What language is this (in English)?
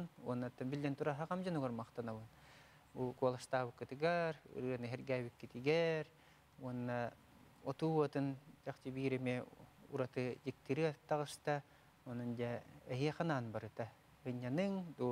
Yakut